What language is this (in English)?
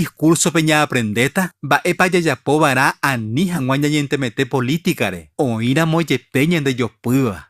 Guarani